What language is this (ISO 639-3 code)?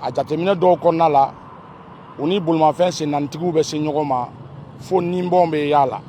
bam